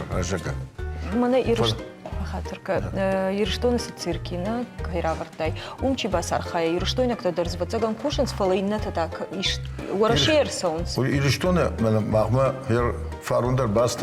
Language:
Ossetic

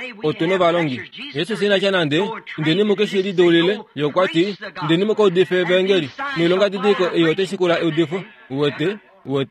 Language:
Kuanyama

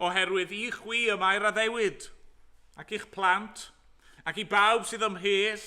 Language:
Welsh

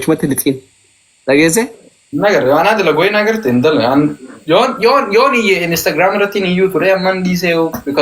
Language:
Oromo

